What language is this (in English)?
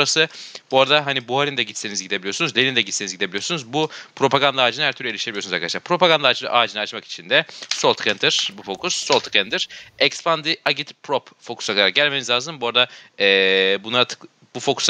Turkish